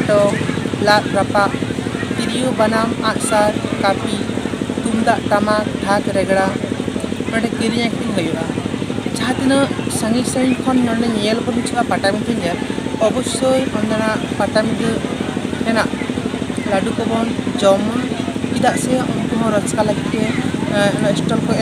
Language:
Santali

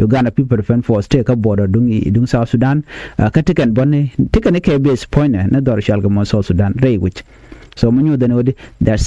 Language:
Nuer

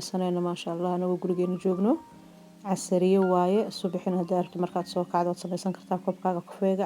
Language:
Somali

